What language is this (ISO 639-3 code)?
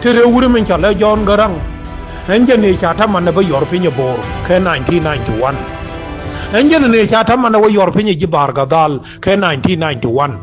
nus